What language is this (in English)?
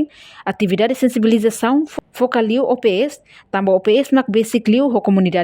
Tetum